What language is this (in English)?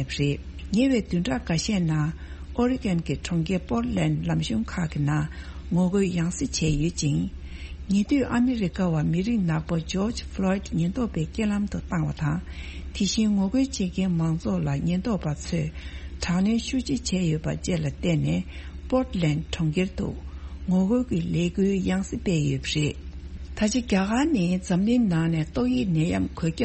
Tibetan